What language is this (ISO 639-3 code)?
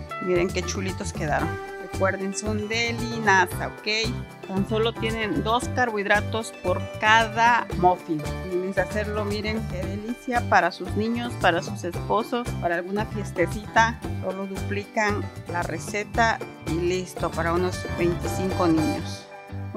spa